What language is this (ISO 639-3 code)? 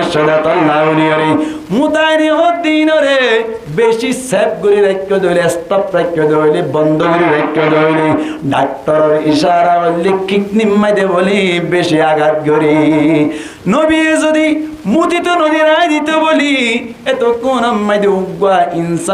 rhg